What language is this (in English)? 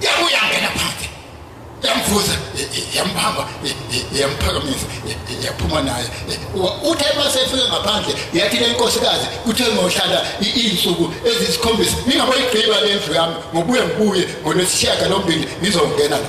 Zulu